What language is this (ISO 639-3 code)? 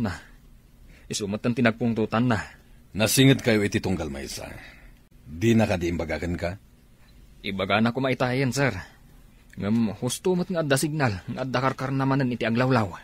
ilo